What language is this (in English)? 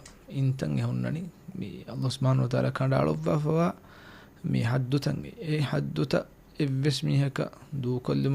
Divehi